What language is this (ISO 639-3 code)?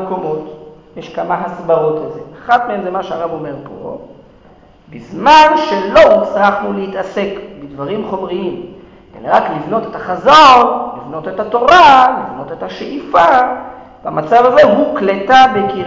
heb